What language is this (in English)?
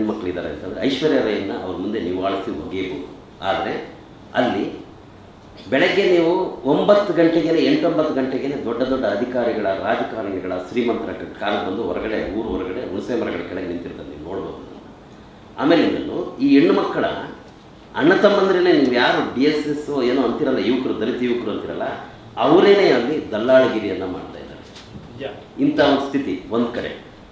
Kannada